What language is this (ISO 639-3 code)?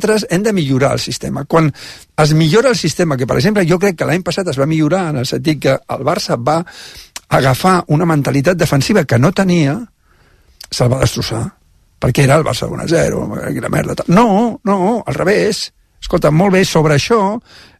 cat